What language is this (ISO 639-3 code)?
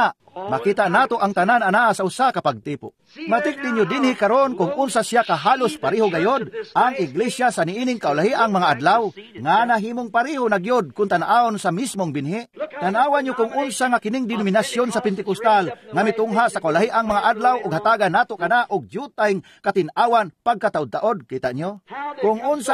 ceb